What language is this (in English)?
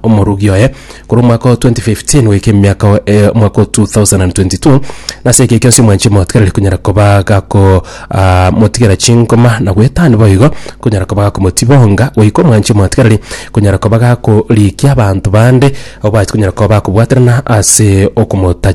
Gusii